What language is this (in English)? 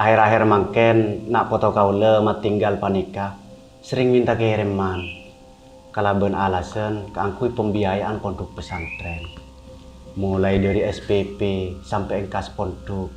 Madurese